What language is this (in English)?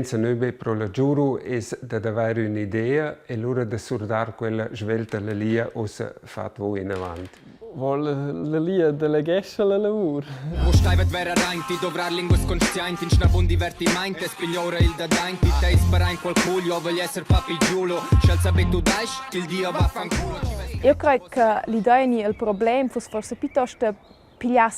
Romansh